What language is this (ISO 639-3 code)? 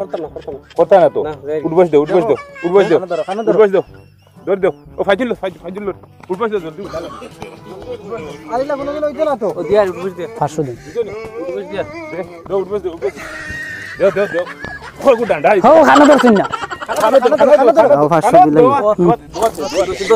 syl